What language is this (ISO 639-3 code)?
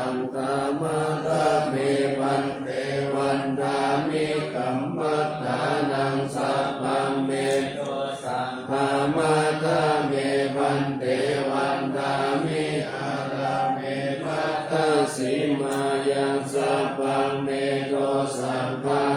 pli